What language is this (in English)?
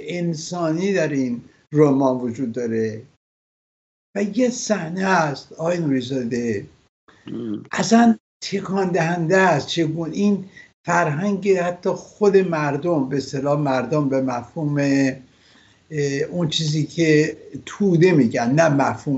Persian